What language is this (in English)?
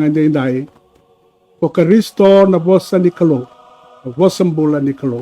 Fijian